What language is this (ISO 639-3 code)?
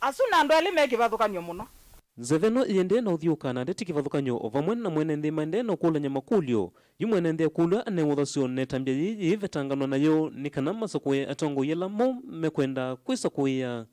kam